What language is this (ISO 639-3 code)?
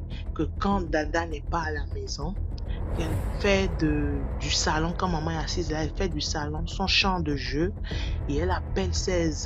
fra